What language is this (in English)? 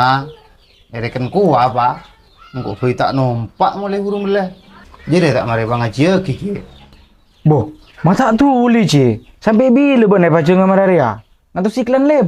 Madurese